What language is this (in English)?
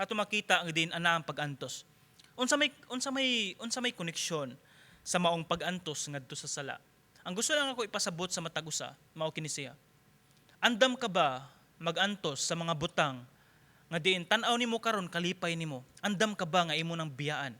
Cebuano